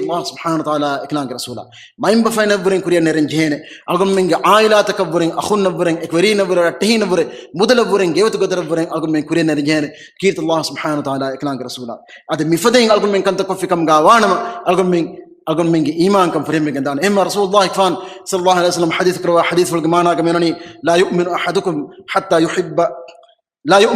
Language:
Divehi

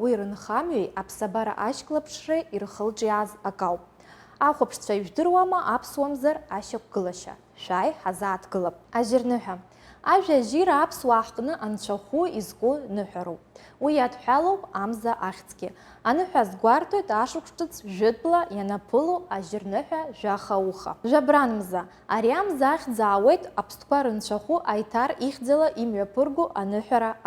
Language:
Abkhazian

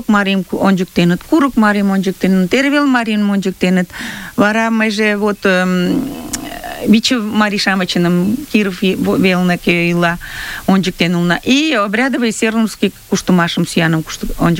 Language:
Mari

